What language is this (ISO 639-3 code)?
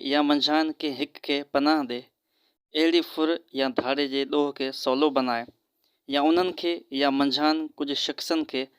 snd